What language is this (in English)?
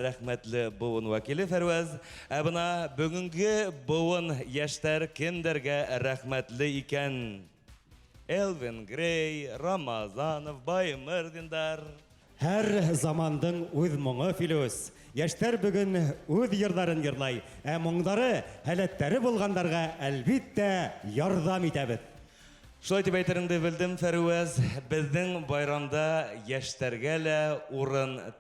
Bashkir